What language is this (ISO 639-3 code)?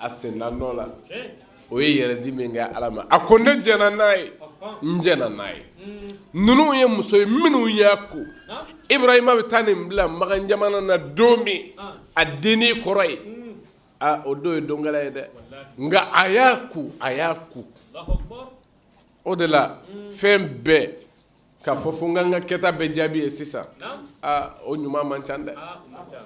bam